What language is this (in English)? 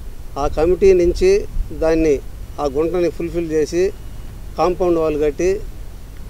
Telugu